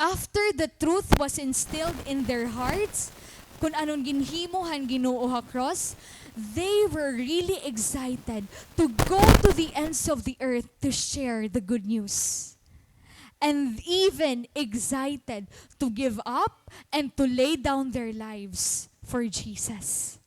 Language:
Waray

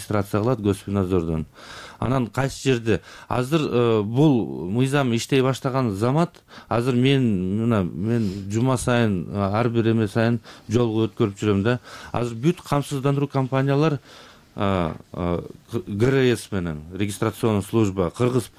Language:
Kyrgyz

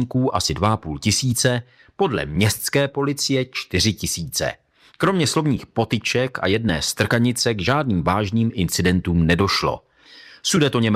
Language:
Czech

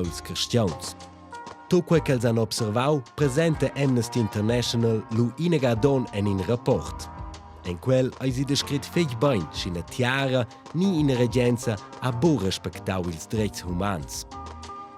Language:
Romansh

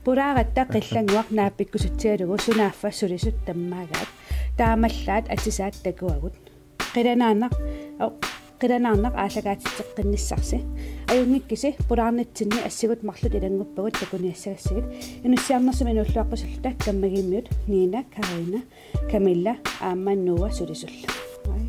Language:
Kalaallisut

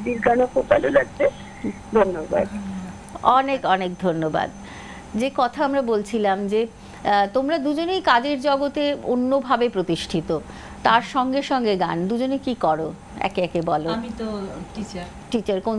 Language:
Bangla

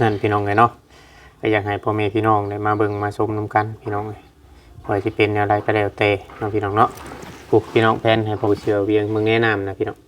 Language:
Lao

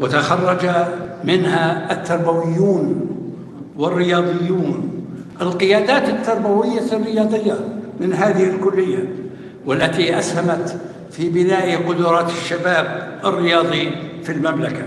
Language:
North Levantine Arabic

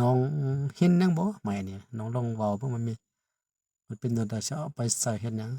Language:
Lao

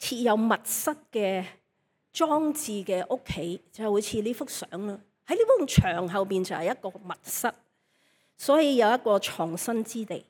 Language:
Cantonese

